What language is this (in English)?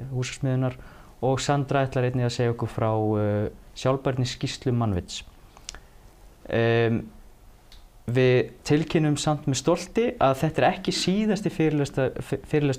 Icelandic